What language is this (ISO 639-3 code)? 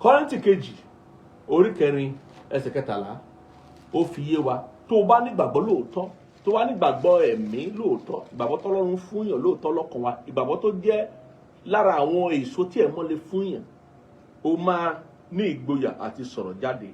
yor